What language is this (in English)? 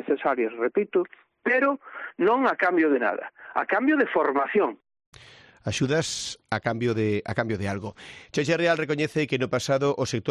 Galician